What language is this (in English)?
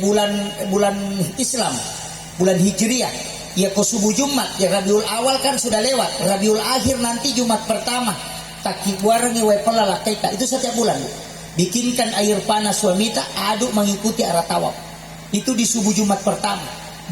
Buginese